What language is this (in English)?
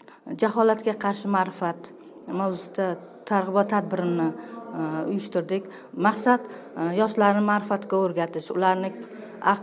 Uzbek